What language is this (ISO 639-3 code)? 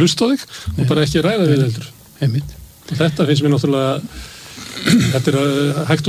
isl